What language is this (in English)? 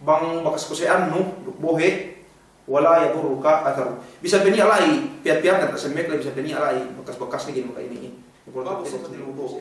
Yakan